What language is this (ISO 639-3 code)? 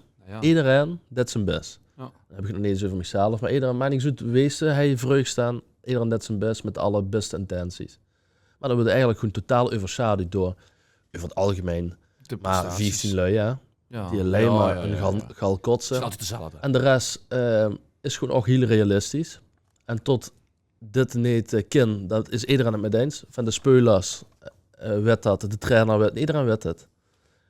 lim